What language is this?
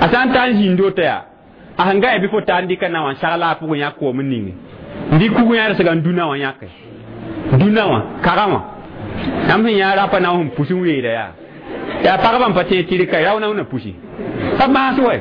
Mossi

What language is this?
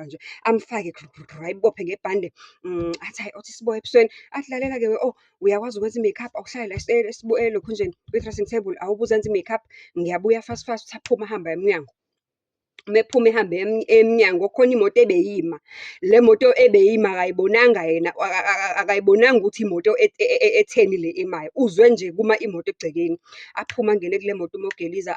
Zulu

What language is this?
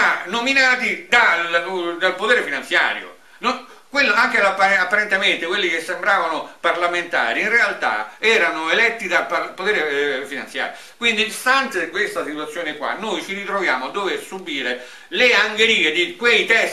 Italian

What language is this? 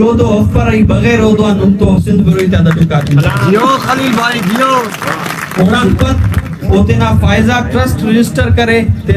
Brahui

